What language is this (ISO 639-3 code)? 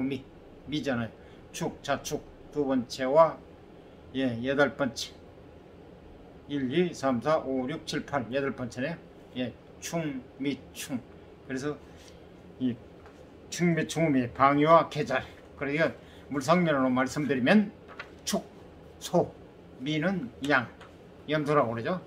kor